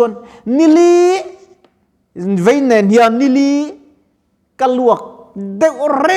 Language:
Mizo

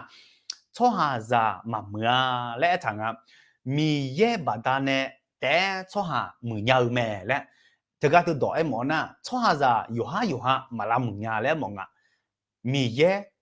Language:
Akha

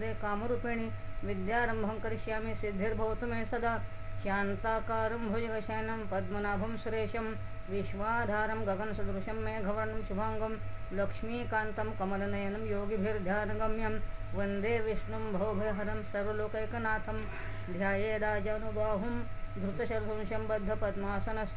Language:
Sanskrit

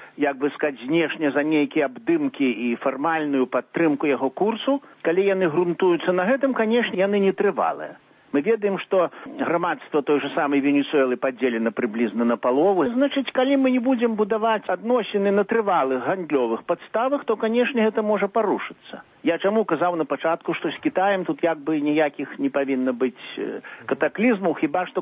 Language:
Belarusian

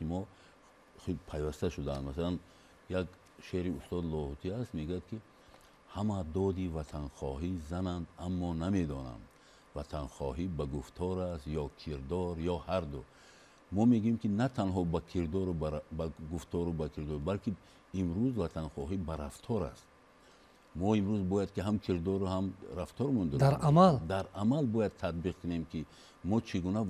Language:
Tajik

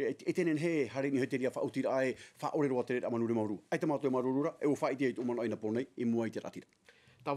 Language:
Tahitian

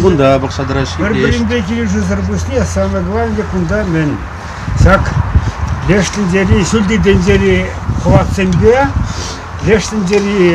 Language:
Chuvash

